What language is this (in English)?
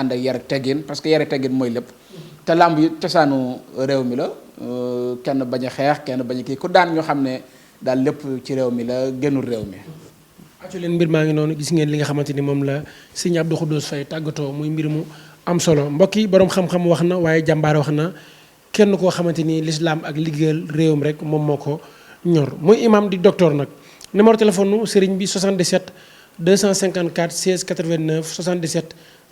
Wolof